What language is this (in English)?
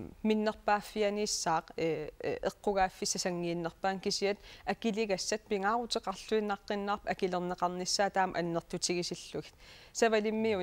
Kalaallisut